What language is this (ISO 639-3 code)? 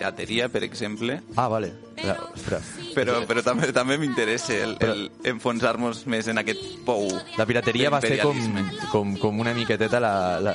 cat